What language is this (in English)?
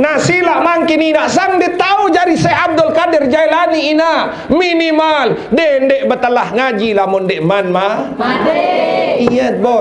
Sasak